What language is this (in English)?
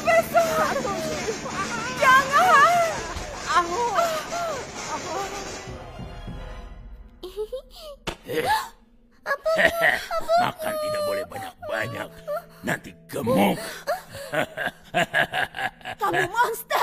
Indonesian